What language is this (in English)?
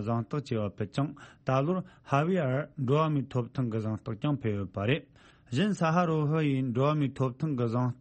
Tibetan